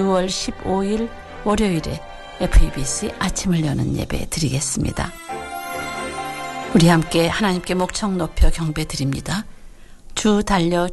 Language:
Korean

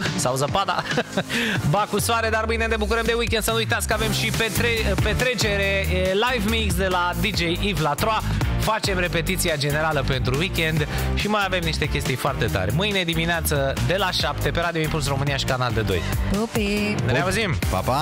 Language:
Romanian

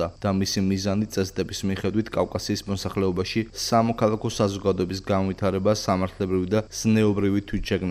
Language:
Georgian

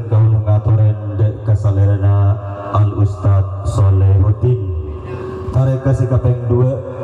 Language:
Madurese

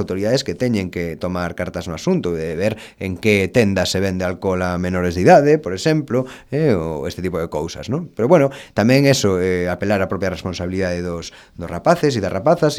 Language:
Galician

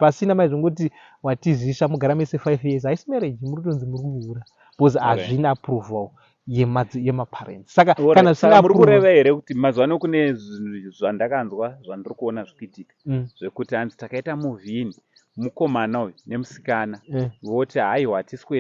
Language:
Shona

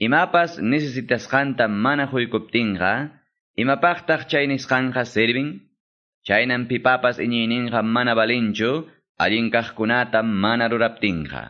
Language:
Quechua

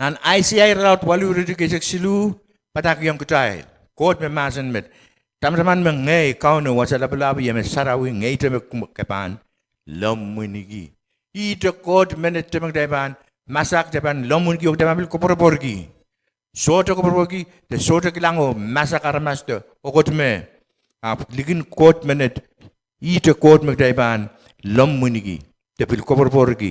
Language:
Pohnpeian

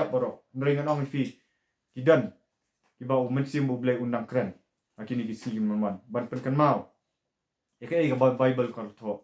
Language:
Khasi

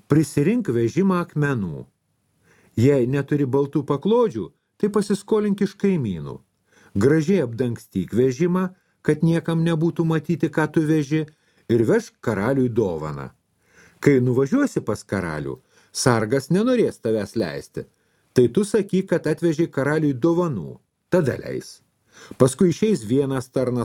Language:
Lithuanian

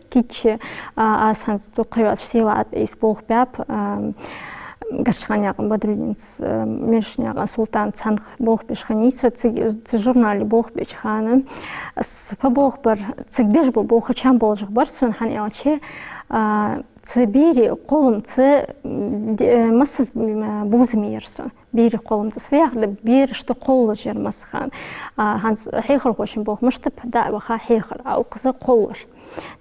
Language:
Ingush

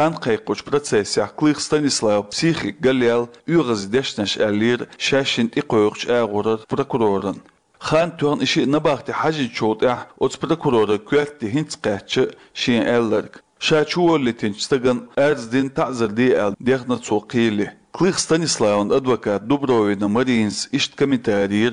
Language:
Chechen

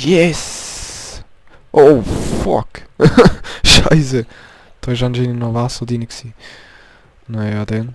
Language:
Swiss German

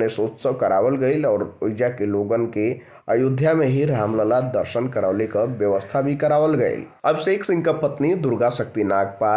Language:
Bhojpuri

